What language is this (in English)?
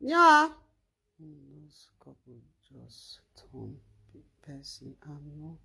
Nigerian Pidgin